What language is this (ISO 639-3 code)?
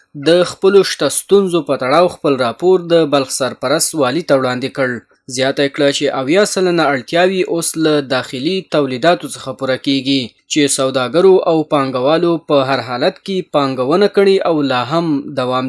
pus